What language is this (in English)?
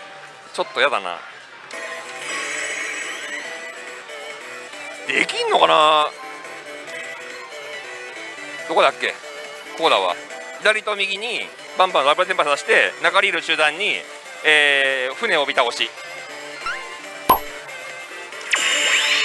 Japanese